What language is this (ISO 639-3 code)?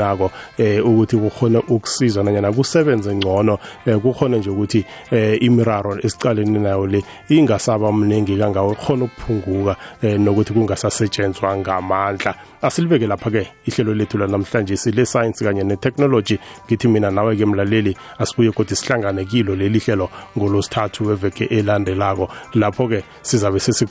nbl